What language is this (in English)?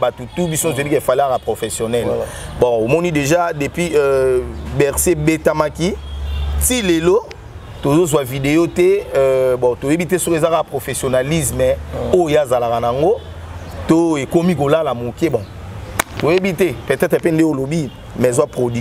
Lingala